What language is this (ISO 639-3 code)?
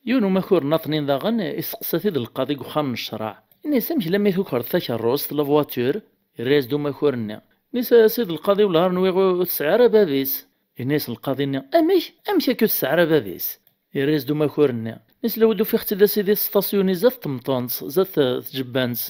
kab